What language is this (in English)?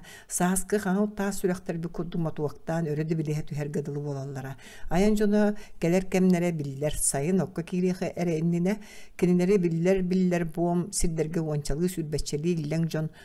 Yakut